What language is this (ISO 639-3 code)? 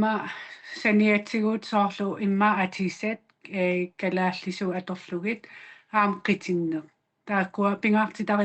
kal